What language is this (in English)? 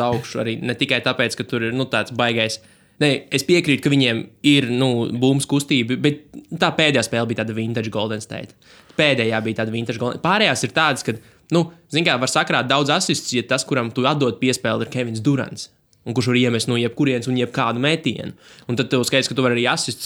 Latvian